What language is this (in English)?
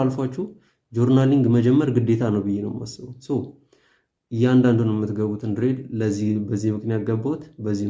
Amharic